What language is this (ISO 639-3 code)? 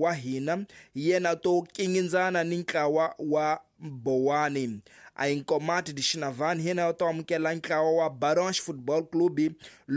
tso